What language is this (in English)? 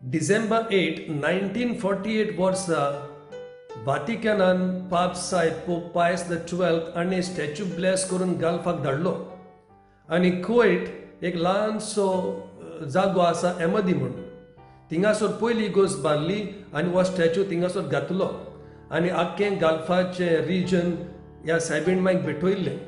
Konkani